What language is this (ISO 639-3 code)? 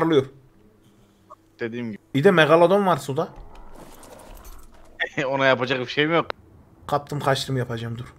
tur